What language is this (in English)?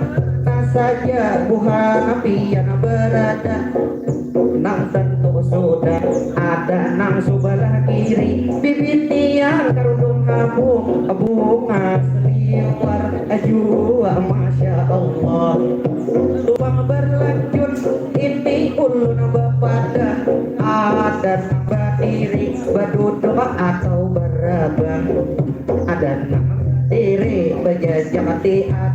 Banjar